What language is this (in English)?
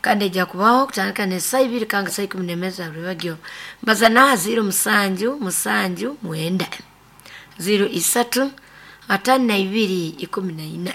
Nyoro